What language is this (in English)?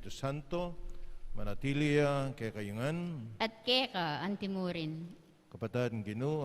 Pampanga